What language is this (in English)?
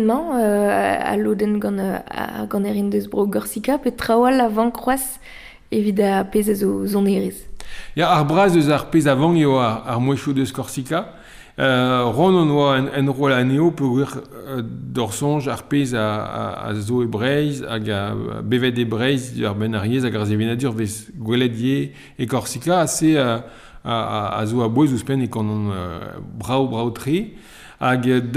Breton